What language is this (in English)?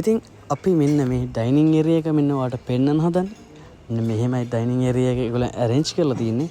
Sinhala